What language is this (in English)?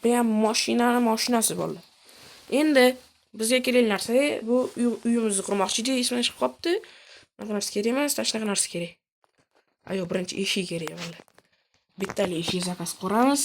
Uzbek